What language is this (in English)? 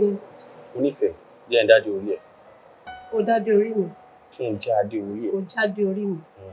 Yoruba